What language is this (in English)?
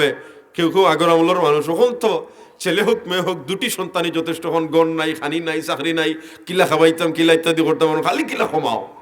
Sylheti